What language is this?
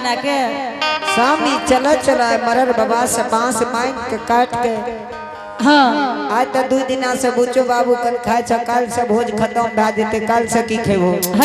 Angika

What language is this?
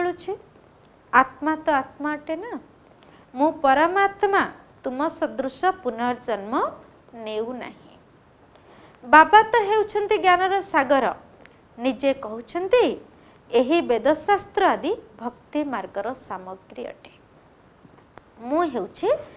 Odia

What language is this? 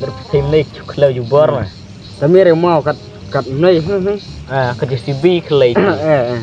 Khasi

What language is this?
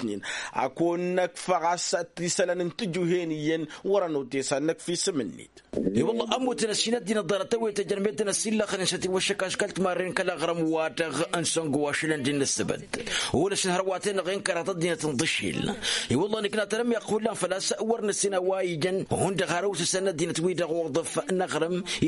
Tamasheq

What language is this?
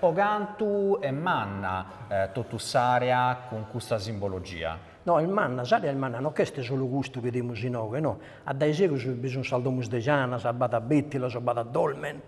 Sardinian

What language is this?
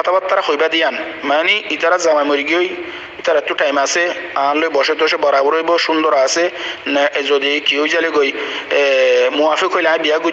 Rohingya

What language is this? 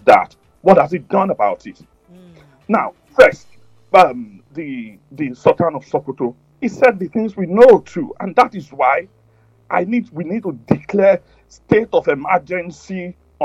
English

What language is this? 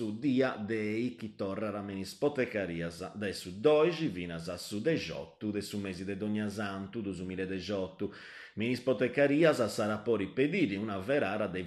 Sardinian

